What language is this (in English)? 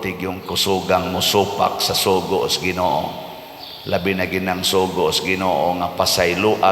Cebuano